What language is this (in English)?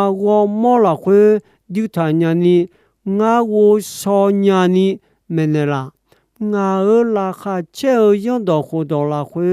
Akha